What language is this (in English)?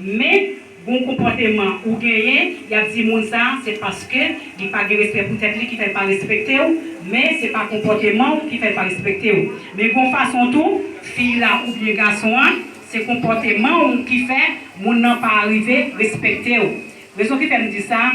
Haitian Creole